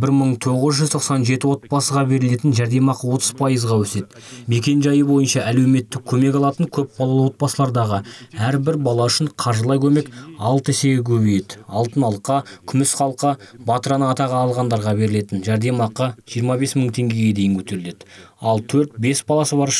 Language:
Kazakh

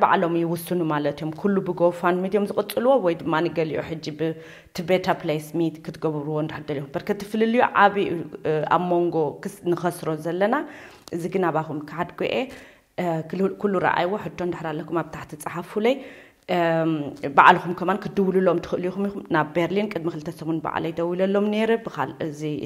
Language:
Tigrinya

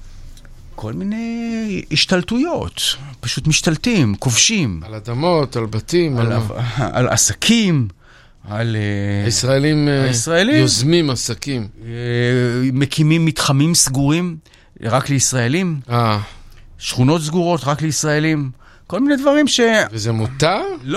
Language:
Hebrew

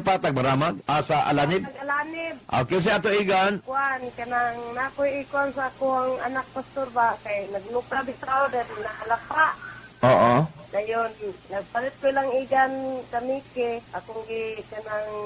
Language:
Cebuano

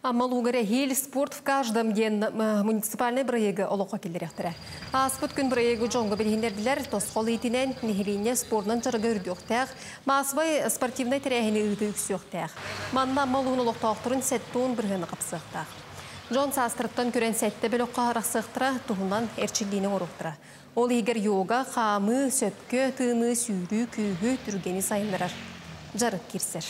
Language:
Yakut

